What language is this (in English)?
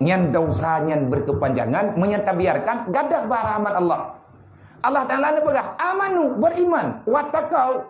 Achinese